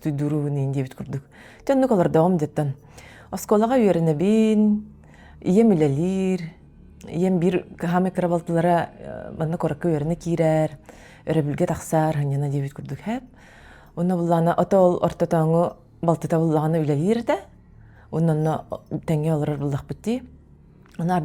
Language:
Yakut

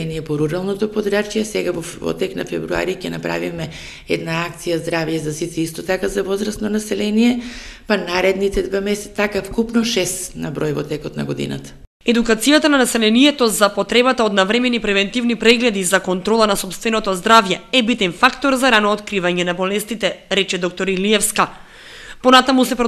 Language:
Macedonian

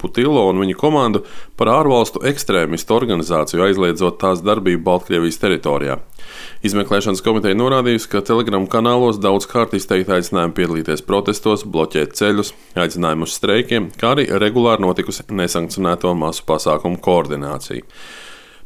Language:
Latvian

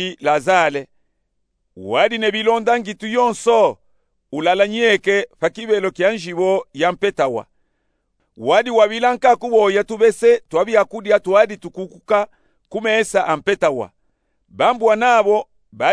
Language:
Luba-Katanga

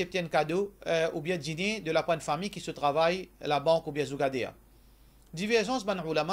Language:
Morisyen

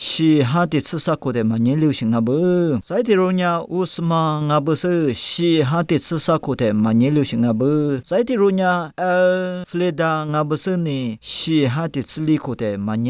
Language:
Lisu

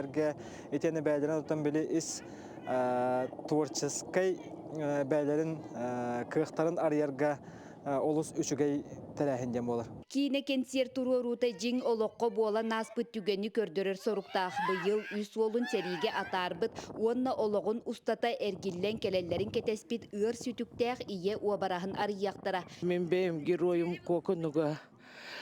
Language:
Yakut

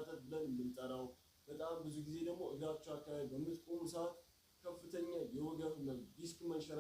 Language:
Amharic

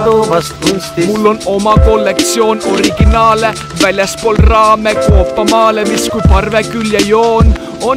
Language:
Estonian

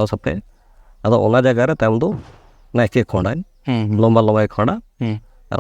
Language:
Santali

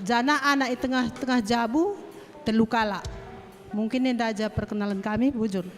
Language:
Batak Karo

